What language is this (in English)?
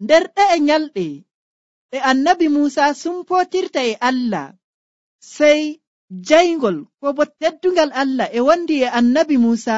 Nigerian Fulfulde